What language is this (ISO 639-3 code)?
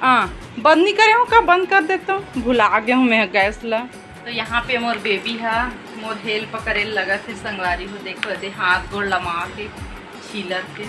hne